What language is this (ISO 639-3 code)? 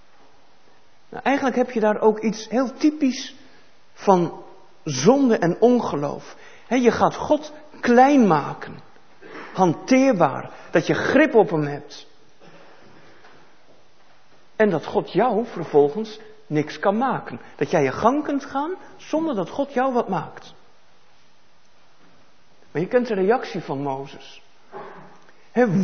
nld